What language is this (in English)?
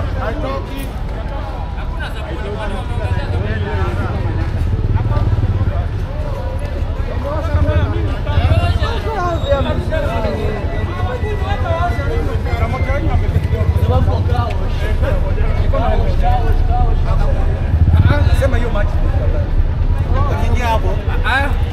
Swahili